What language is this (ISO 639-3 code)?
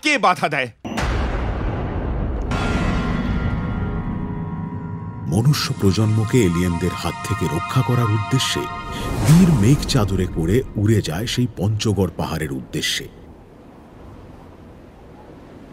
ben